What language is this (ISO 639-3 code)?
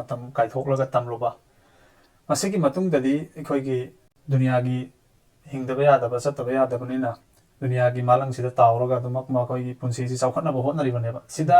mni